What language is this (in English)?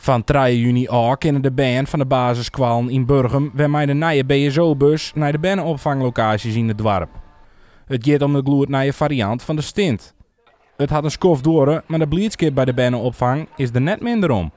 Western Frisian